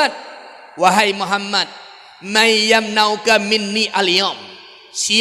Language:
Achinese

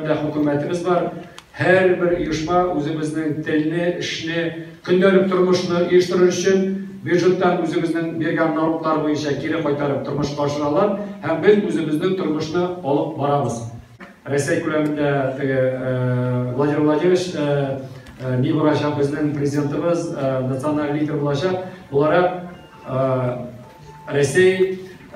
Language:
Tatar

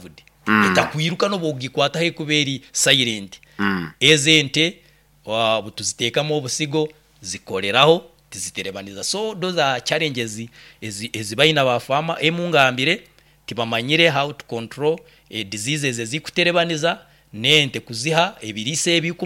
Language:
Nyoro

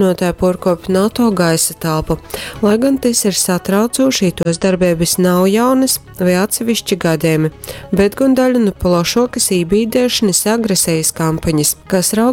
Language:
Latgalian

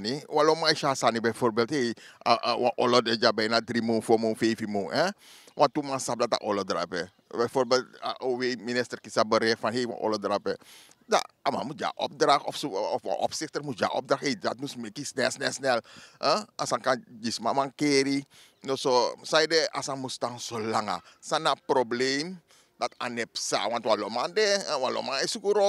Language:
Sranan Tongo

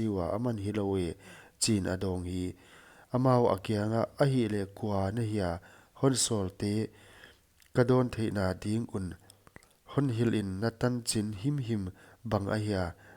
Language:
Paite Chin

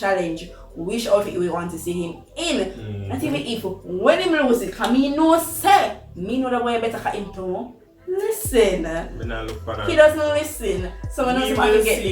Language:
Jamaican Creole English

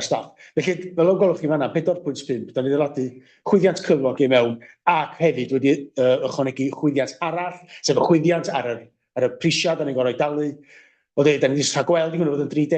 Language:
Welsh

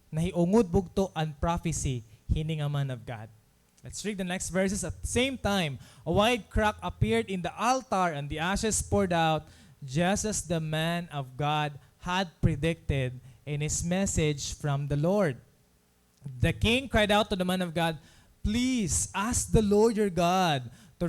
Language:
Waray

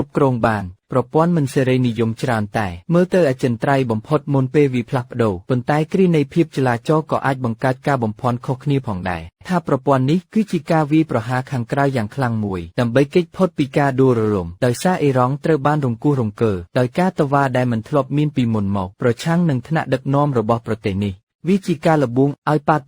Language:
Khmer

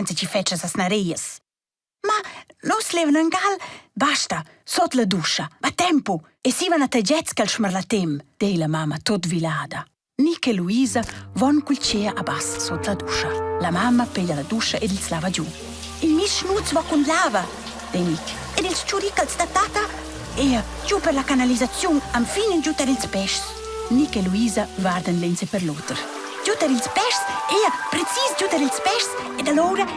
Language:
Romansh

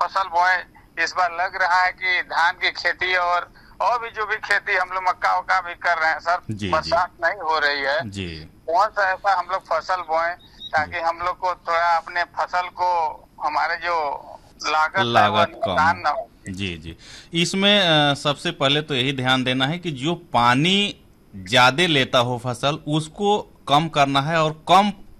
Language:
Hindi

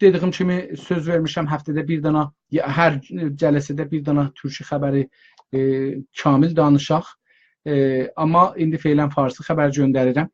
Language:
South Azerbaijani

